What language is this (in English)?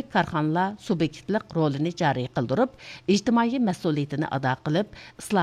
Uyghur